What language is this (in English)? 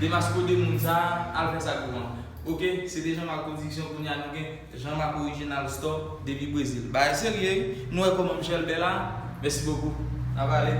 Haitian Creole